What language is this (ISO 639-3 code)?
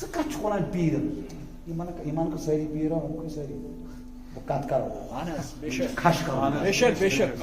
kas